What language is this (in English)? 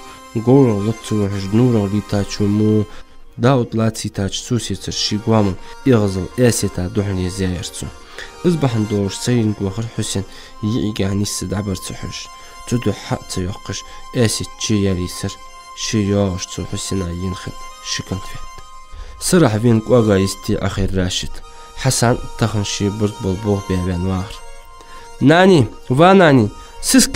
Ingush